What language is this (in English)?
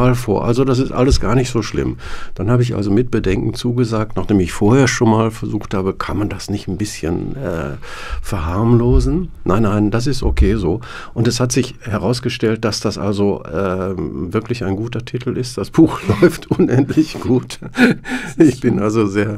German